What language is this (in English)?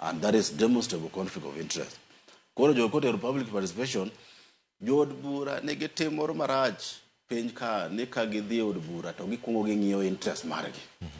Luo (Kenya and Tanzania)